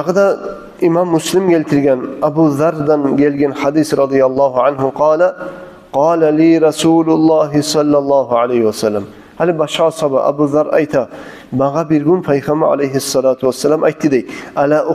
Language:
Kumyk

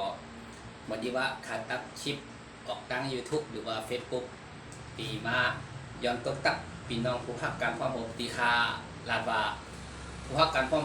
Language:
Shan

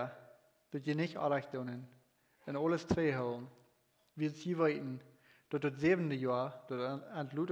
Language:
Plautdietsch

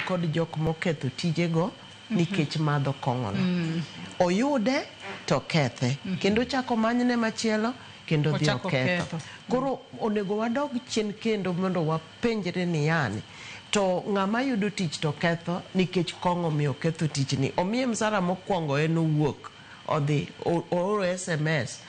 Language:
Luo (Kenya and Tanzania)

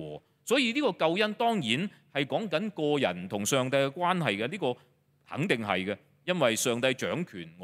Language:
Cantonese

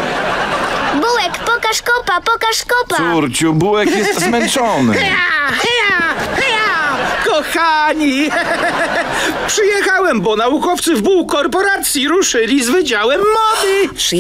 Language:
Polish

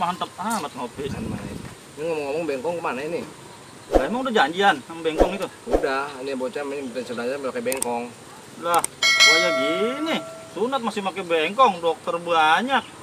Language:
Betawi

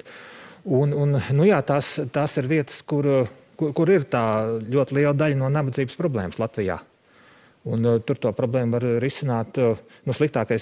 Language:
Latvian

